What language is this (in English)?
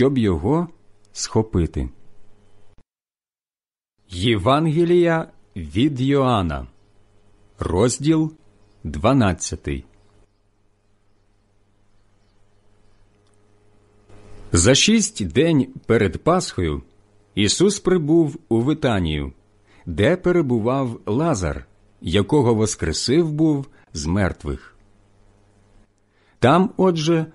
Ukrainian